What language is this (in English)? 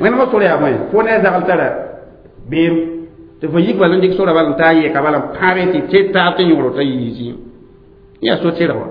Mossi